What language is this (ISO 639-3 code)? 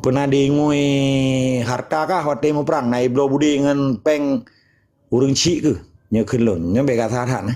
ace